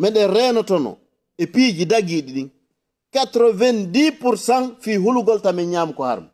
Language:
Fula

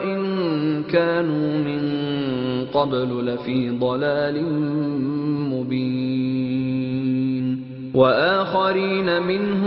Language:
Arabic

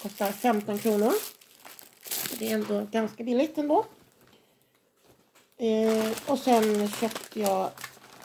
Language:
Swedish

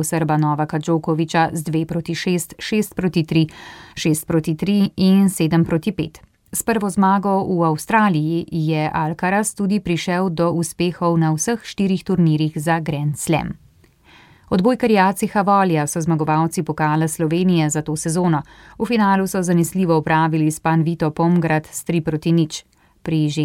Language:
Slovenian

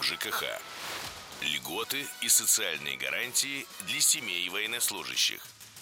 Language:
Russian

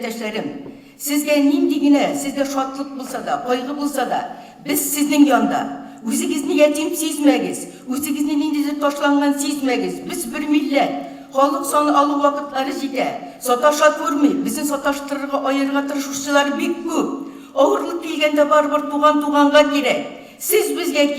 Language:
Tatar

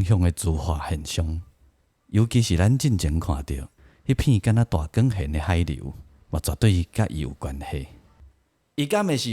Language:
Min Nan Chinese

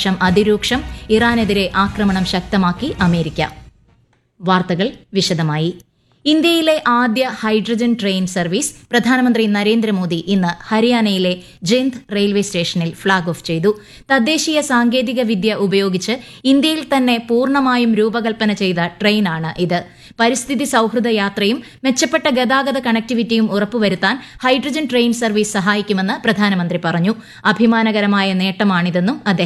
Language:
Malayalam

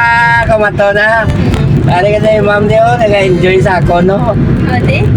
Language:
Hiligaynon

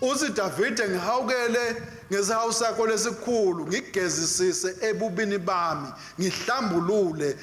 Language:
Swati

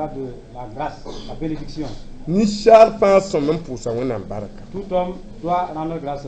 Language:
Mossi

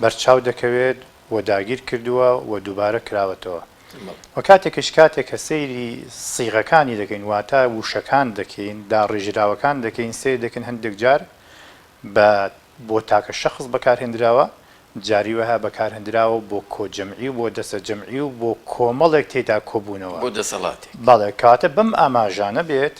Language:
Central Kurdish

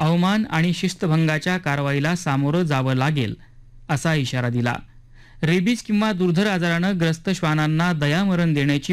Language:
Marathi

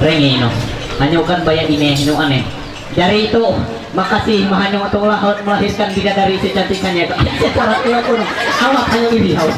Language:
Ma'anyan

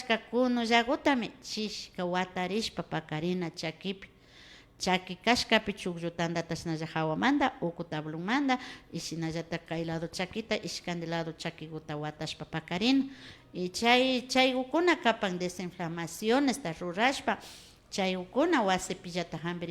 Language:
Imbabura Highland Quichua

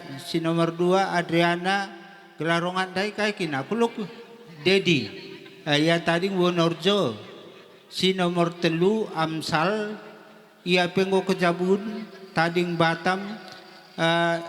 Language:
Batak Karo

